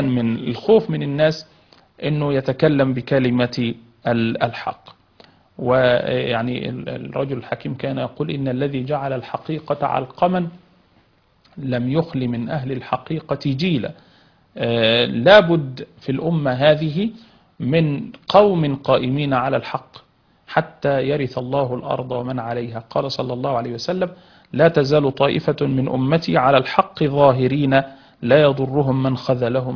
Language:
Arabic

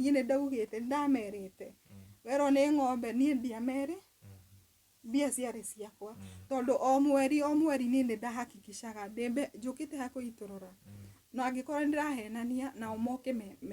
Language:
Kikuyu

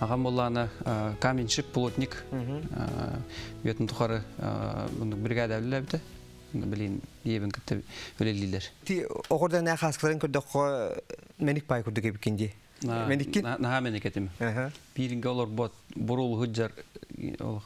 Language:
Yakut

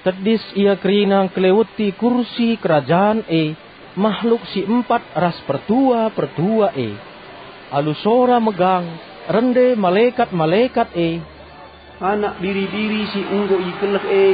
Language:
Batak Karo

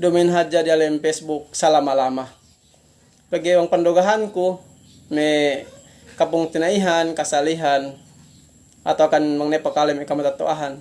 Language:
Yakan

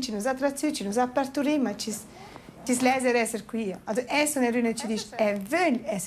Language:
Romansh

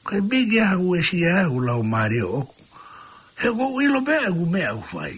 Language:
Tongan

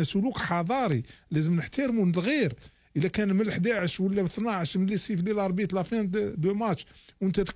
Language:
Algerian Arabic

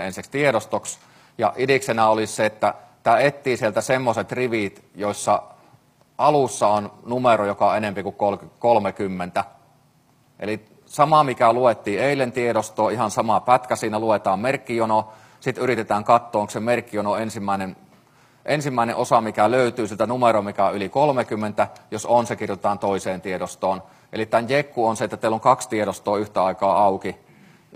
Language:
Finnish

